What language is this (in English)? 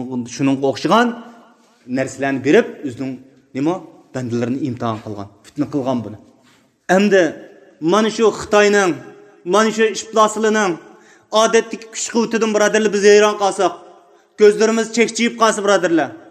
Uyghur